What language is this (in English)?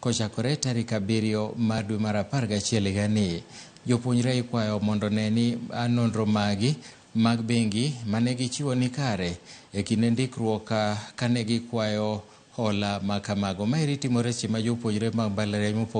Luo (Kenya and Tanzania)